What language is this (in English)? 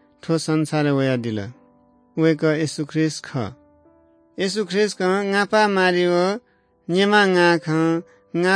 Newari